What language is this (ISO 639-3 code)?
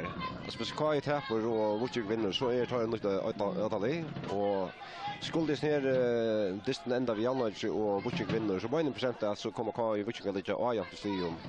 fao